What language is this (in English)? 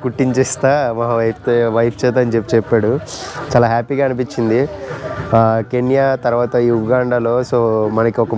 Telugu